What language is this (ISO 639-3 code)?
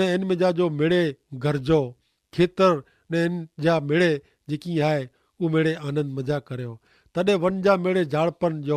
kfr